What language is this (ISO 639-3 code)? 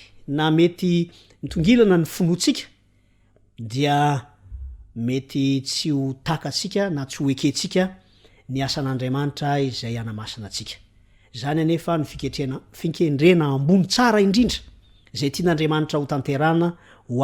mlg